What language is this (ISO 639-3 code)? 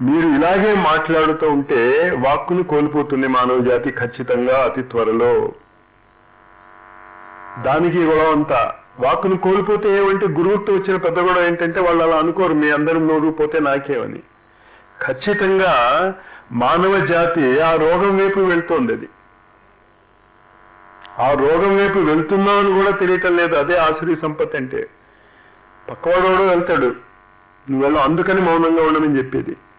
tel